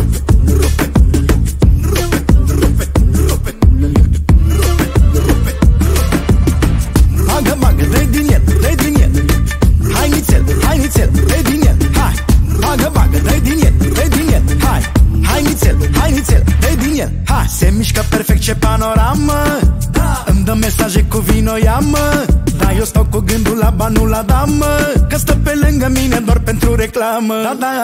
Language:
Romanian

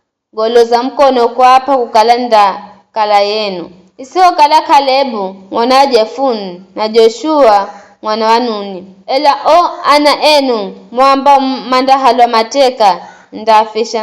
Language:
Giryama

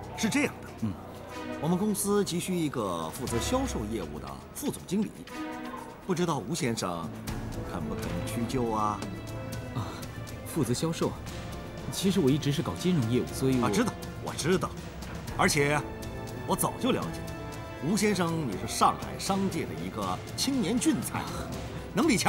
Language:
Chinese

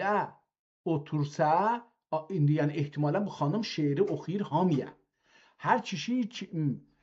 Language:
South Azerbaijani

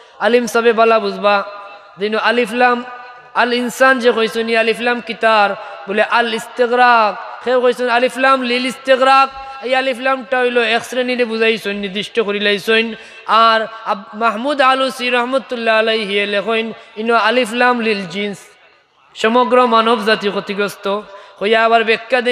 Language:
Sylheti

